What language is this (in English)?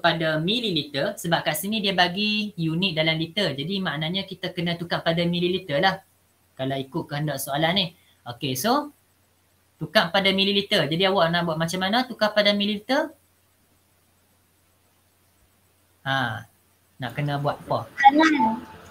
Malay